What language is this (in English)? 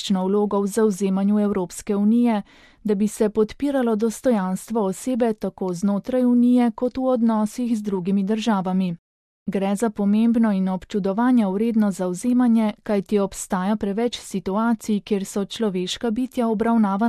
Slovenian